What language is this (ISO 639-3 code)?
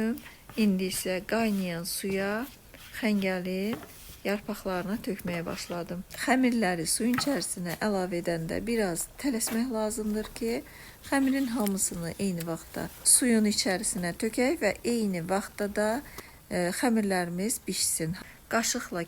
aze